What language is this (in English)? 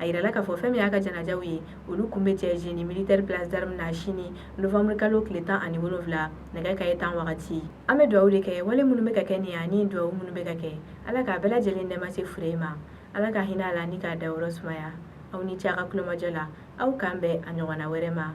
Bambara